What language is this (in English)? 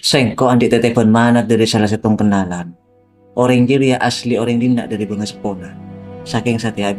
Madurese